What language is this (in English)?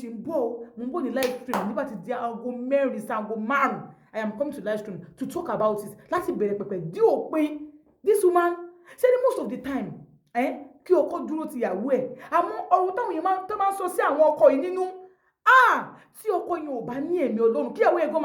Yoruba